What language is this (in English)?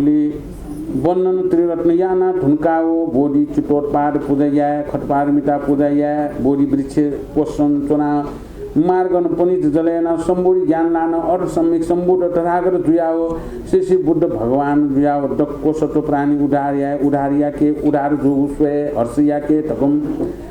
Newari